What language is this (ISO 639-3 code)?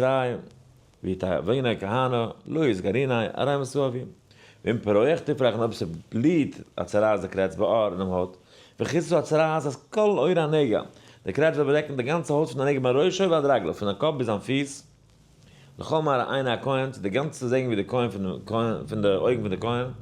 yid